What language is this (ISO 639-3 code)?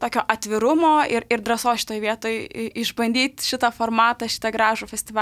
lit